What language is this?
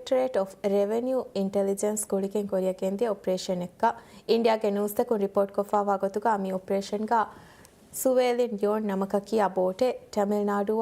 Divehi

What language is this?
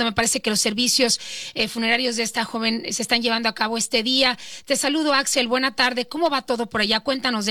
Spanish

